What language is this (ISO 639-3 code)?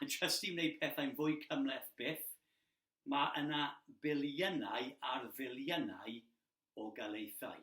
cym